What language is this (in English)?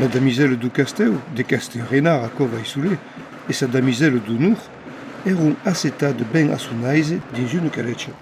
Occitan